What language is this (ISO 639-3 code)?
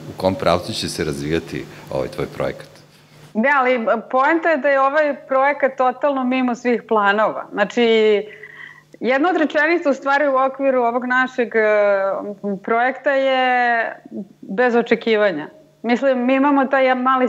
srp